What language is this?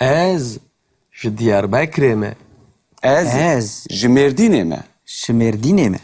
Kurdish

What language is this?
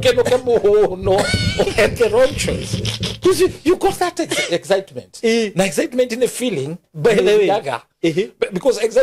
Kikuyu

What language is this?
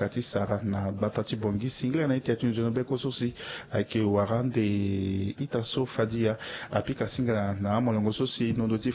Sango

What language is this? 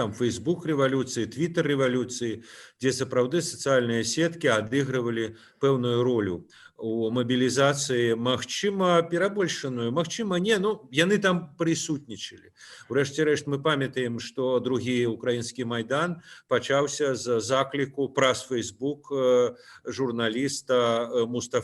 Belarusian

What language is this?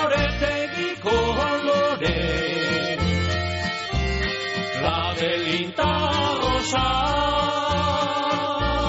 Basque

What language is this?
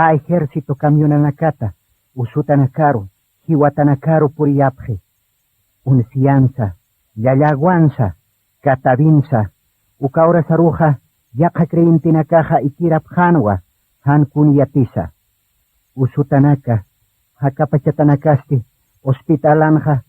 Aymara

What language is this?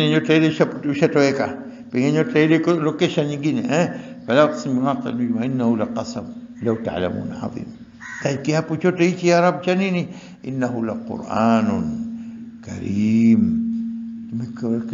Swahili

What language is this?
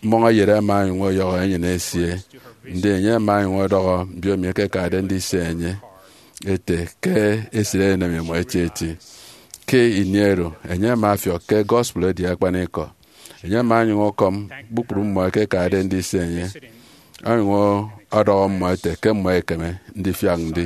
Efik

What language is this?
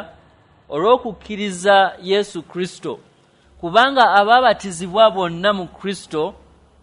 Ganda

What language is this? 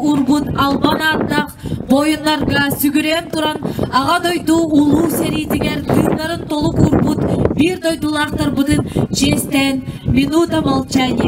Yakut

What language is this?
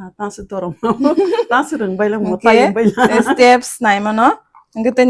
Kok Borok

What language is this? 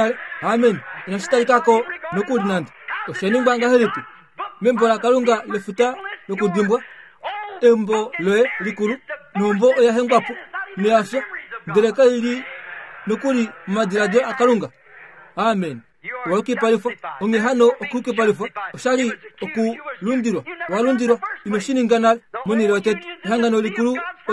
Kuanyama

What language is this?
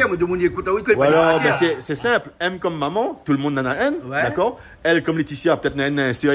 Réunion Creole French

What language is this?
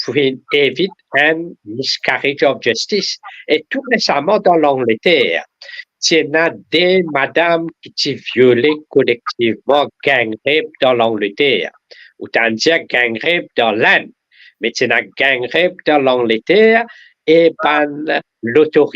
Morisyen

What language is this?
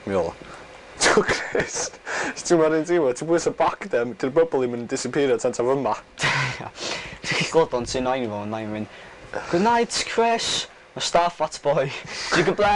Welsh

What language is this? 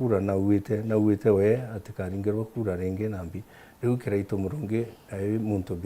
Meru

